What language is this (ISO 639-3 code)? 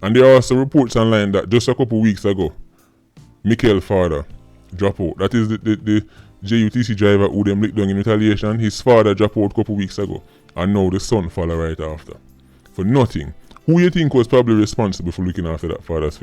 jam